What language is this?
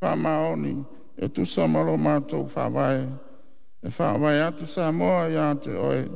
Samoan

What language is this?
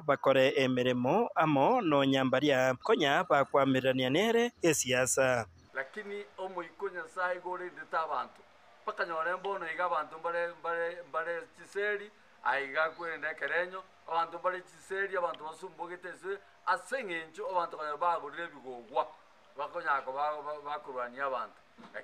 Gusii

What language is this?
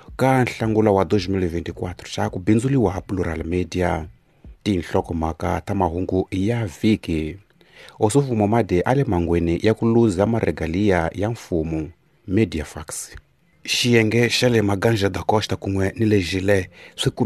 Tsonga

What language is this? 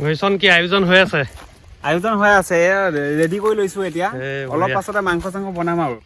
Assamese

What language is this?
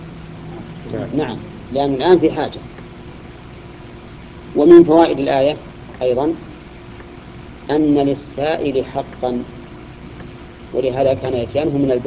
Arabic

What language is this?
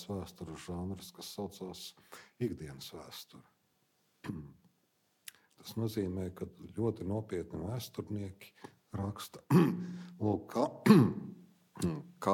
Latvian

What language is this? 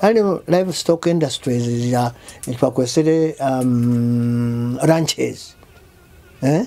Nyoro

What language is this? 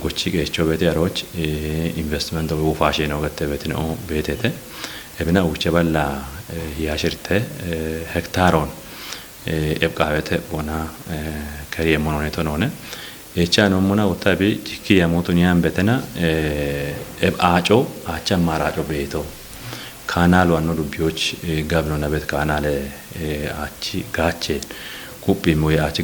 Kafa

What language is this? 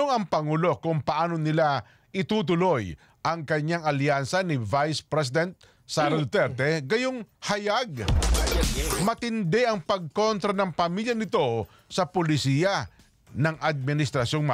Filipino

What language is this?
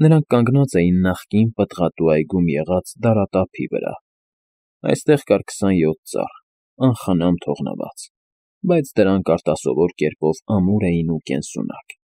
Armenian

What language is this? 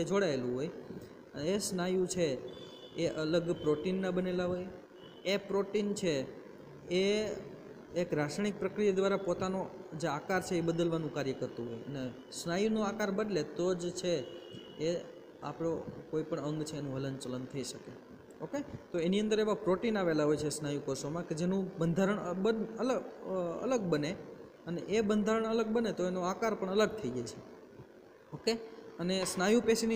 Gujarati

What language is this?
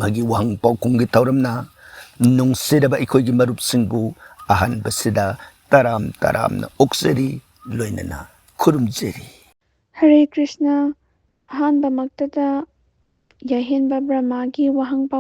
Manipuri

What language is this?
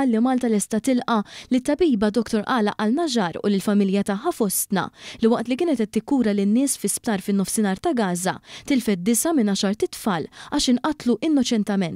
Maltese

